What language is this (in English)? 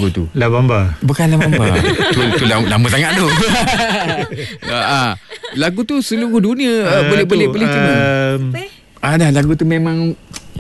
Malay